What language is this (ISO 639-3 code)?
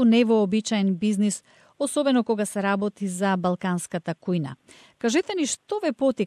mkd